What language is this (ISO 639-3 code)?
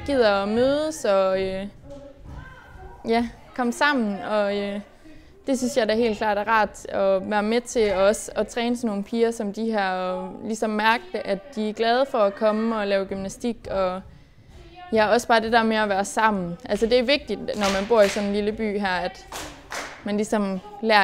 dan